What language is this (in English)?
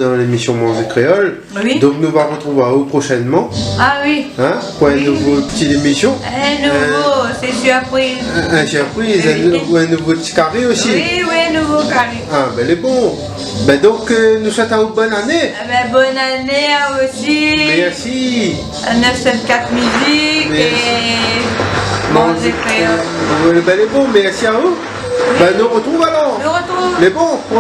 Réunion Creole French